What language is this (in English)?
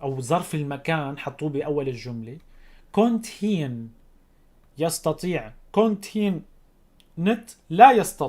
North Levantine Arabic